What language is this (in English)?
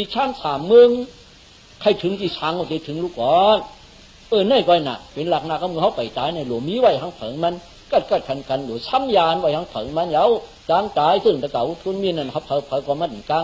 Shan